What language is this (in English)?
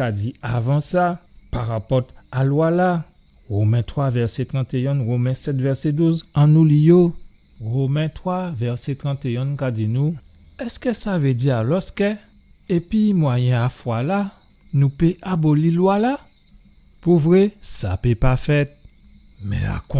Guadeloupean Creole French